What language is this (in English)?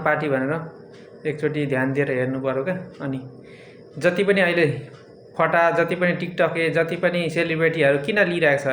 Nepali